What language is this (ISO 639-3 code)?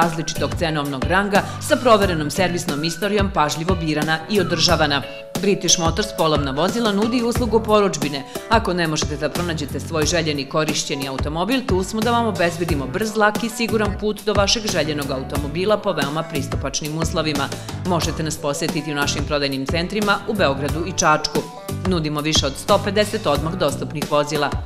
srp